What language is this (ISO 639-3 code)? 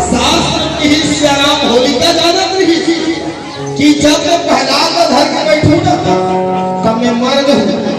hne